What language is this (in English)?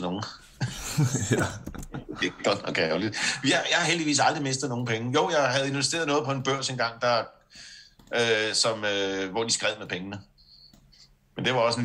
Danish